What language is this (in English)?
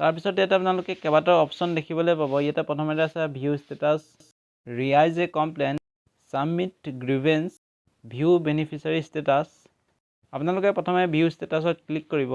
Assamese